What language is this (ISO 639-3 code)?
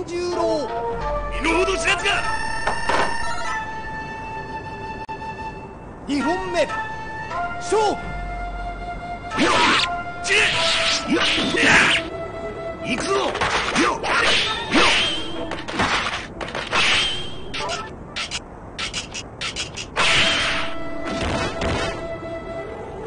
jpn